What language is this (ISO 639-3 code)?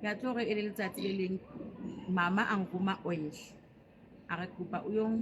sot